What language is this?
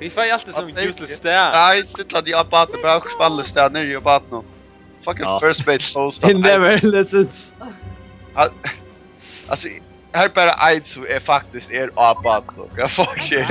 Faroese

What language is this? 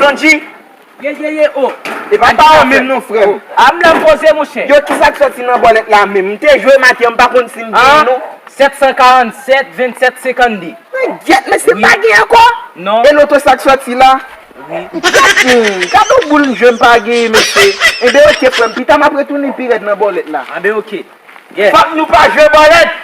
Haitian Creole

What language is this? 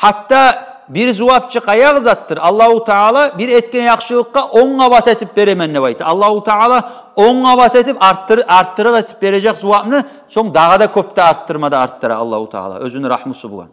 Kumyk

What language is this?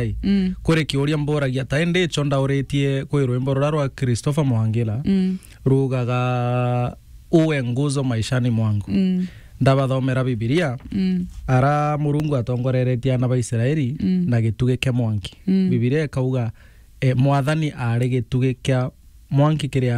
Meru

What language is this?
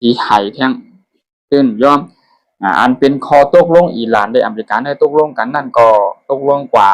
Shan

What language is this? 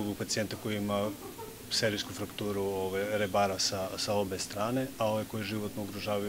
Serbian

